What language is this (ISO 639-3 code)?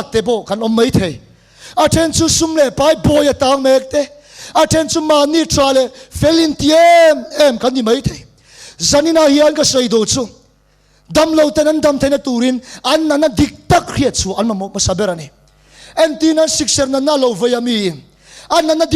lus